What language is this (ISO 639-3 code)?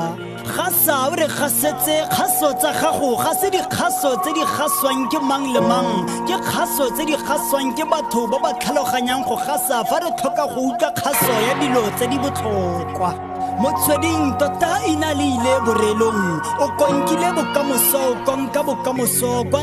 tsn